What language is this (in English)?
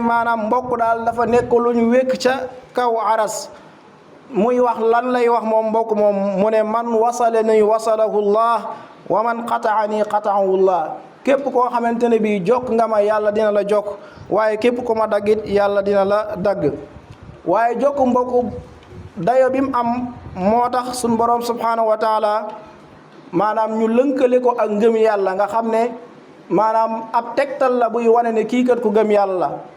Wolof